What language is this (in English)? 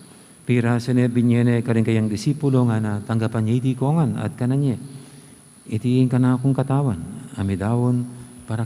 Pampanga